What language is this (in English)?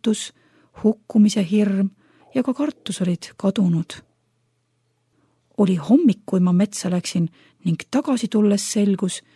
Estonian